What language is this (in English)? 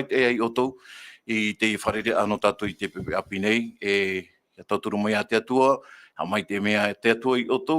Tahitian